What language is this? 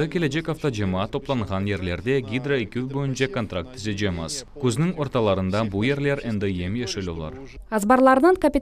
Crimean Tatar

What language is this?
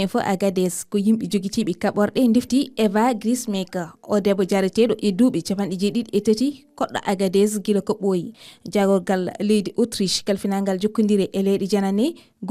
Fula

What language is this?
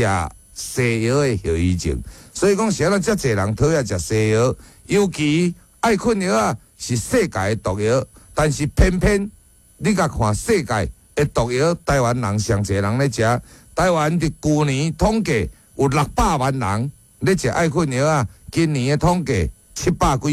Min Nan Chinese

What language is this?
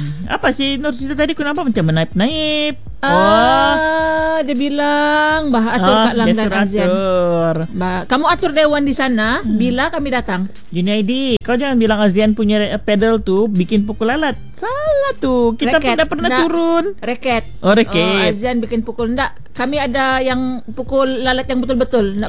Malay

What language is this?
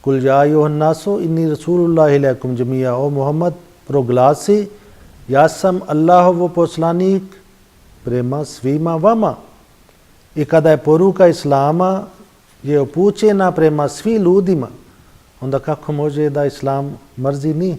Bosnian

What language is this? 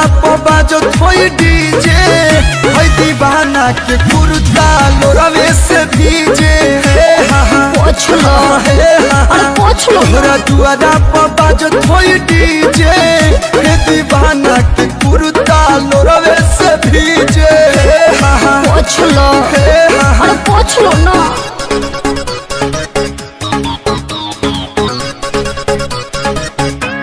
Bhojpuri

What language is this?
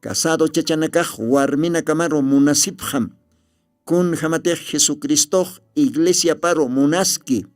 Aymara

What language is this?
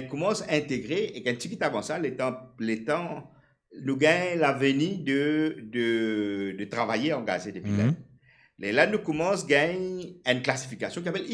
Morisyen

